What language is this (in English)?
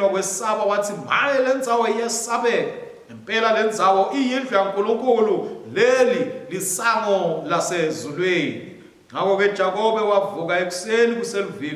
Swati